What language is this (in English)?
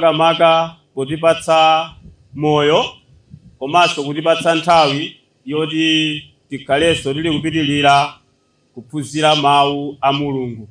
Nyanja